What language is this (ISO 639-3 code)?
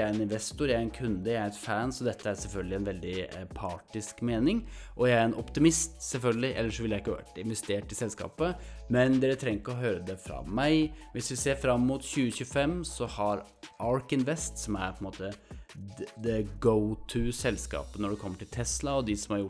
nor